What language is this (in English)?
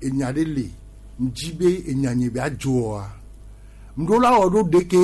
Gen